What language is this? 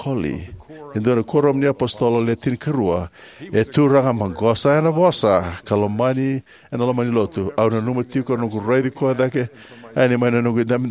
Fijian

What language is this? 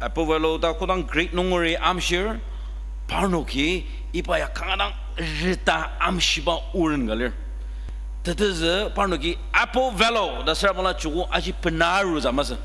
Ao Naga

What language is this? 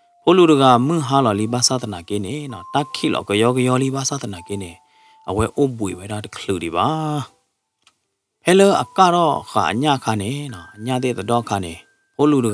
S'gaw Karen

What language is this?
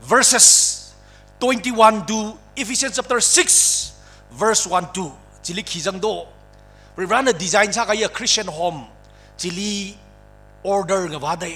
Tangkhul Naga (India)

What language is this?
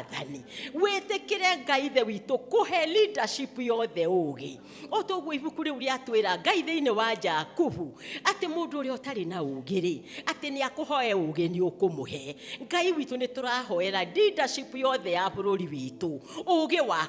Kikuyu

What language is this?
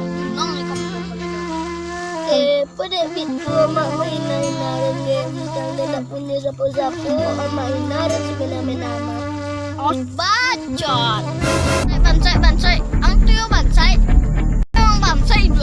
Minangkabau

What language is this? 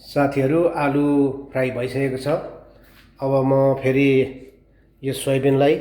Nepali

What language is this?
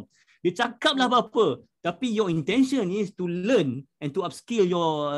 Malay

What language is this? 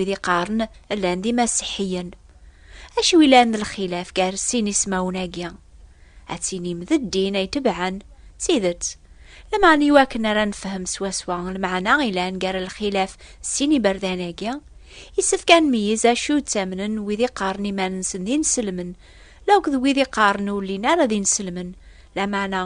Kabyle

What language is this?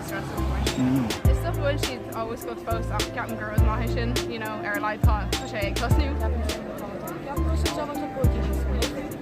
Irish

